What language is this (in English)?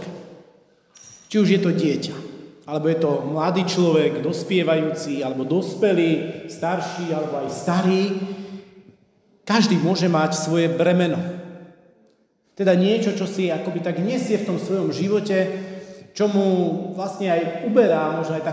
Slovak